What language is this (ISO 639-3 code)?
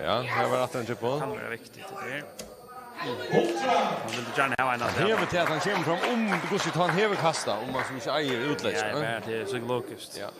fao